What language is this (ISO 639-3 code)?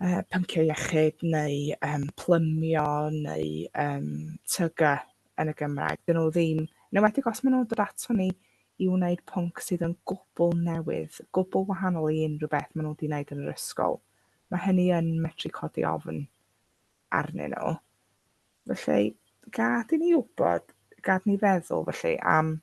cym